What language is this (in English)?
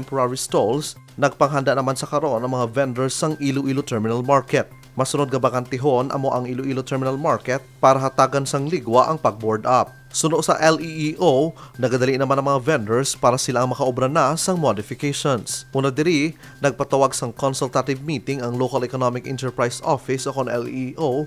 Hiligaynon